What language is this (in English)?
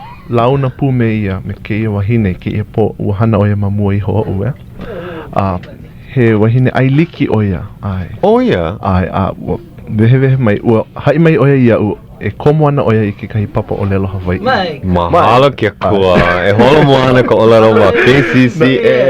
Hawaiian